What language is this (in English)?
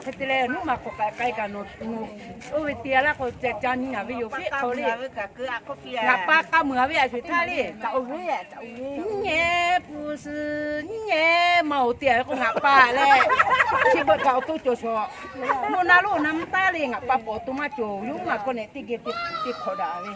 Lahu